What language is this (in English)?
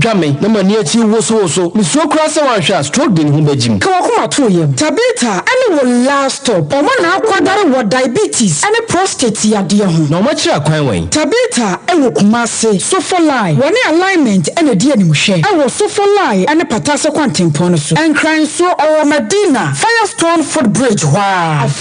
Akan